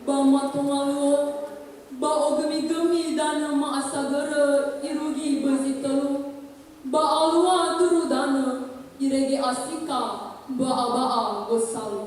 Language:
Nias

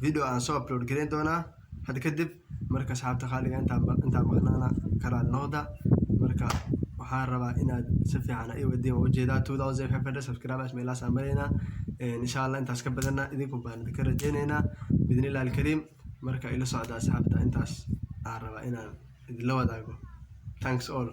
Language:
Somali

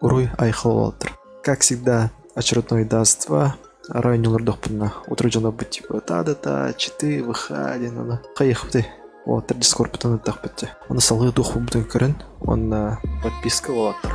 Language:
Yakut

